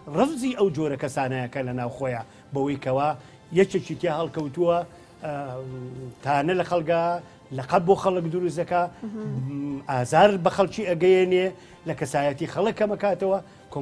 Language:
Central Kurdish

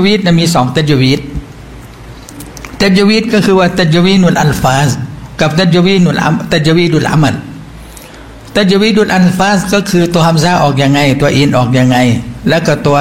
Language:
Thai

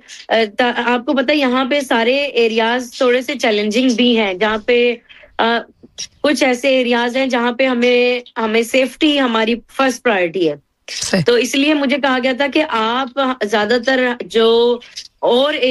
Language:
Hindi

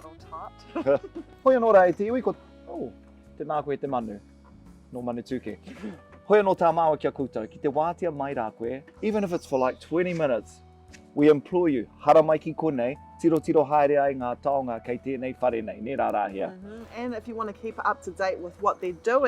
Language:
Māori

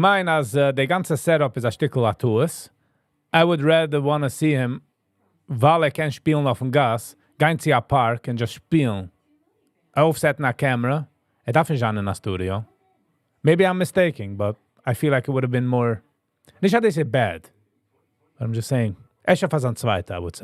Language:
Yiddish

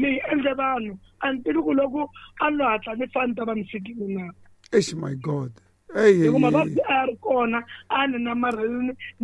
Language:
Tsonga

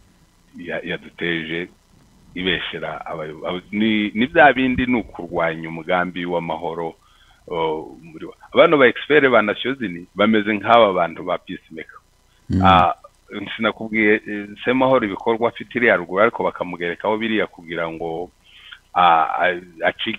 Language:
Kinyarwanda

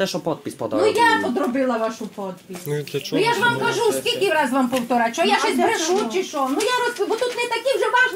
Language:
Ukrainian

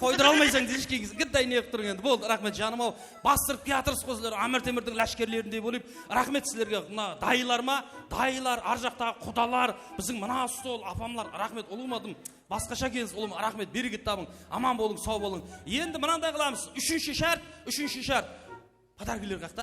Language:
Kara-Kalpak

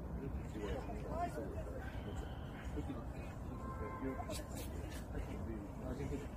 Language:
Korean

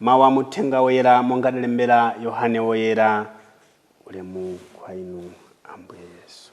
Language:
Nyanja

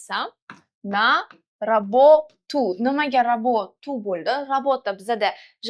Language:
Uzbek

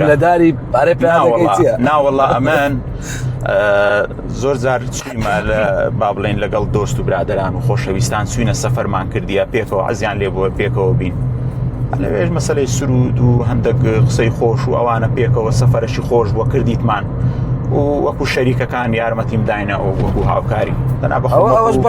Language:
Central Kurdish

